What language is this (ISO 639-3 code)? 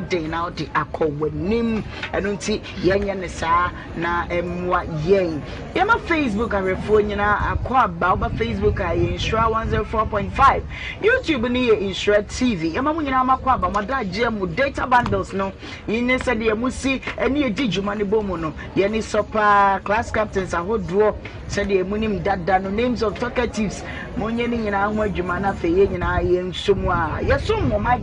aka